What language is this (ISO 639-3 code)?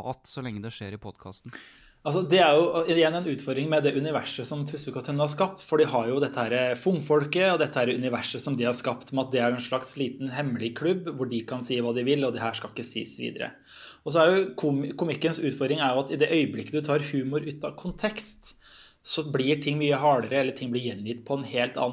nor